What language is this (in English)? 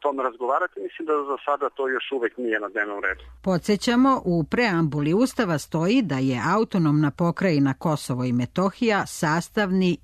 Serbian